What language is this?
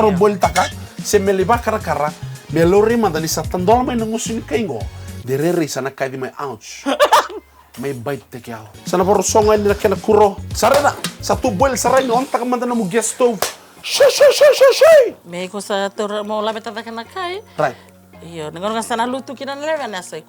Fijian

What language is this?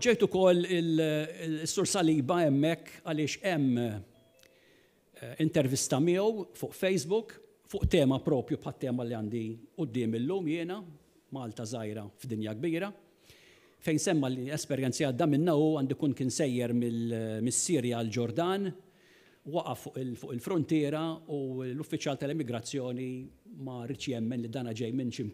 Maltese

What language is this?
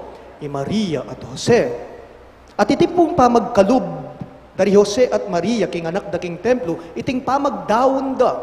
Pampanga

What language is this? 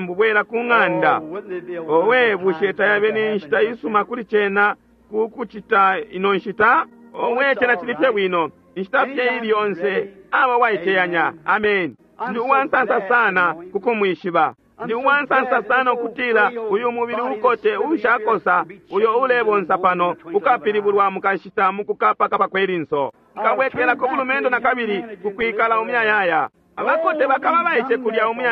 Bemba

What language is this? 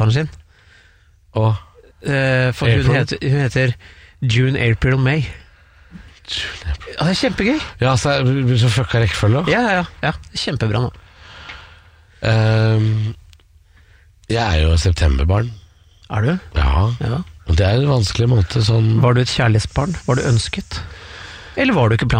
Norwegian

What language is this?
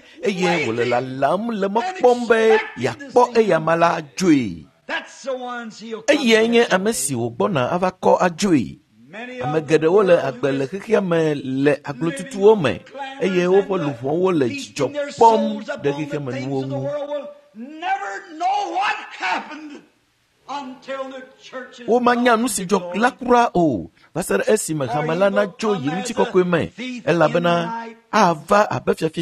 Ewe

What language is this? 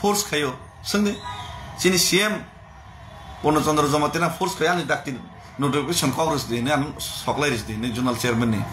Kok Borok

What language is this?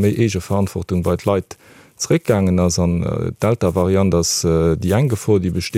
Luxembourgish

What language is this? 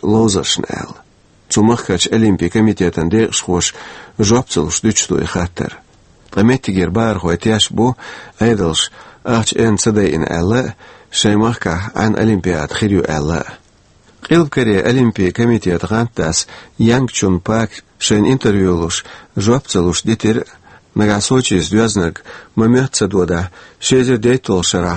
Chechen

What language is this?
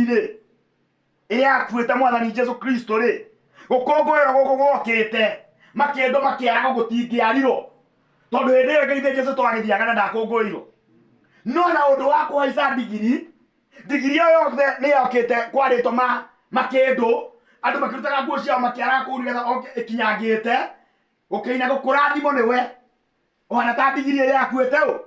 Kikuyu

